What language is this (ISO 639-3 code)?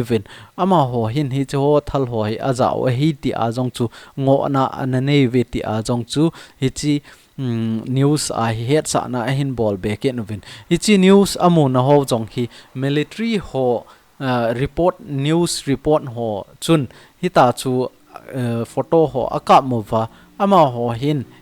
tcz